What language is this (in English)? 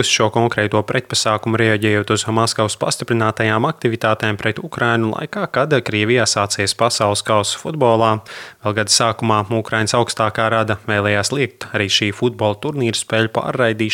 Latvian